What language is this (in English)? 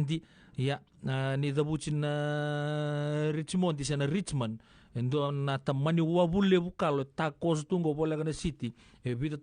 Fijian